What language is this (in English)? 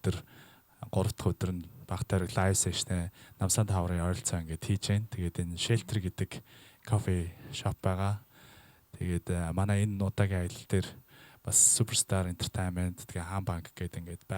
Mongolian